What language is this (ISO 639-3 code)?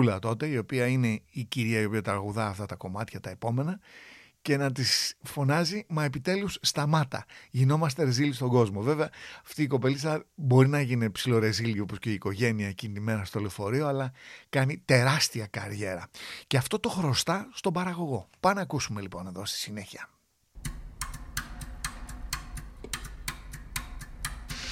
ell